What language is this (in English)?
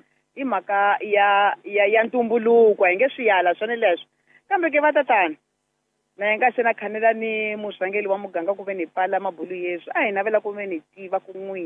Tsonga